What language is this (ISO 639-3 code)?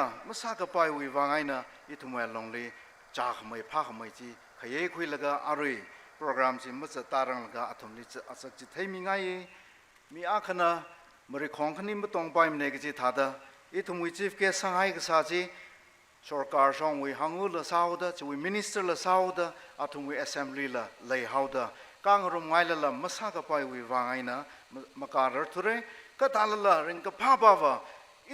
nmf